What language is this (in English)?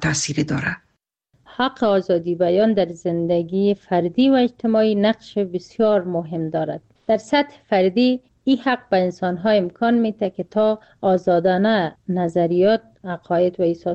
Persian